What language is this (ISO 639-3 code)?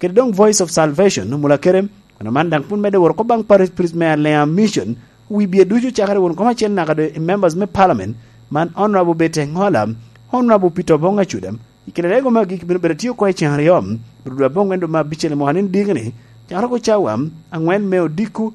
laj